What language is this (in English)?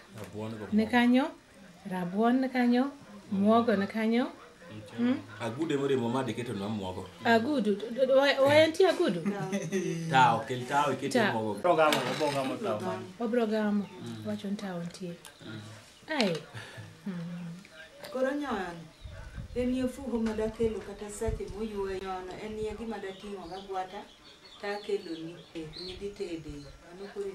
Luo (Kenya and Tanzania)